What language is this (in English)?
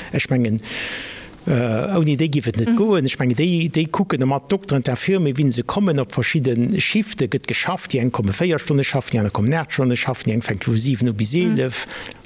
Luxembourgish